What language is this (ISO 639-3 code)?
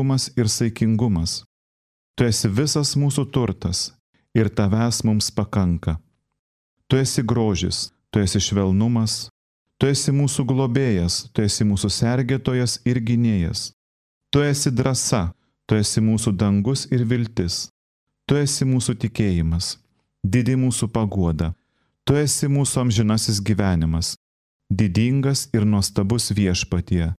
lit